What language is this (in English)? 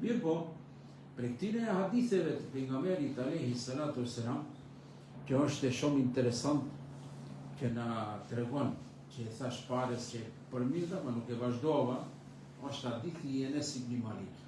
Albanian